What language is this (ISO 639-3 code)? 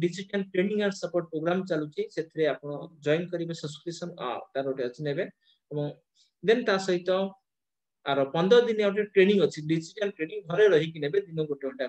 ori